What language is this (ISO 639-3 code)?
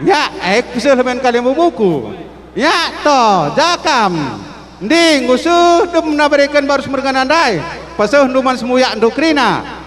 btx